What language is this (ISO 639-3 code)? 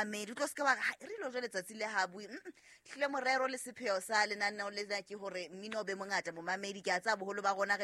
sot